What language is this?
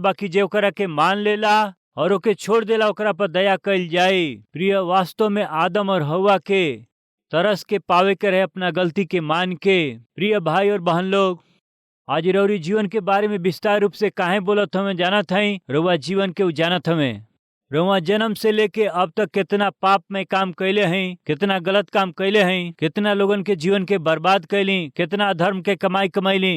Bhojpuri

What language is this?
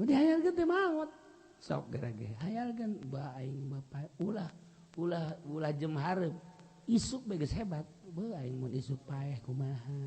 Sundanese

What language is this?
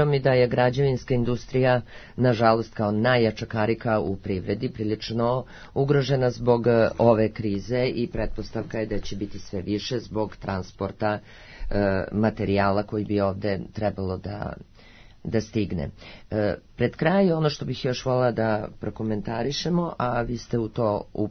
Serbian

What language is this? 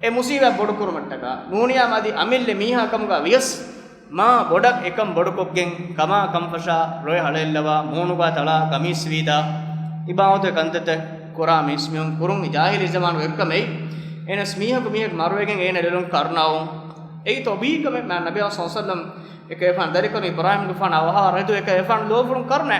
Divehi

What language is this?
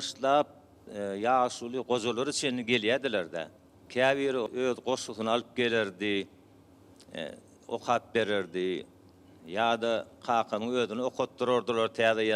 Turkmen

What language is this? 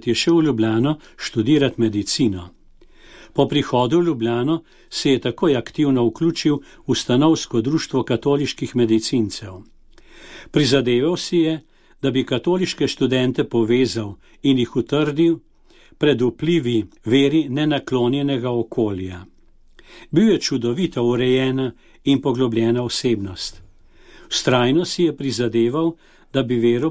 Slovenian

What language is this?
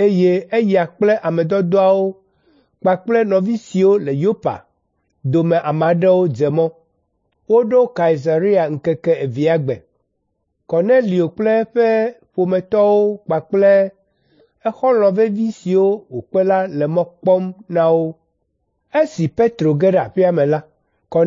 Ewe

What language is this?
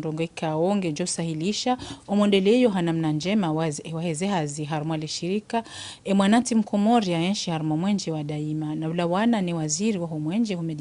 Ngazidja Comorian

